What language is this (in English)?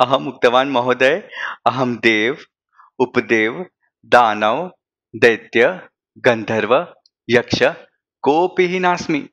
Sanskrit